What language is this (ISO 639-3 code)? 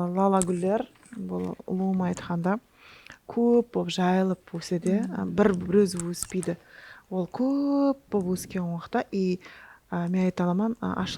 kaa